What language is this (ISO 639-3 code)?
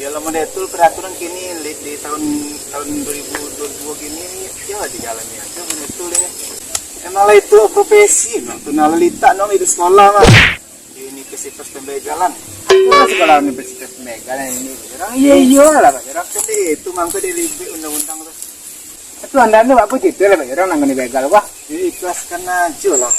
min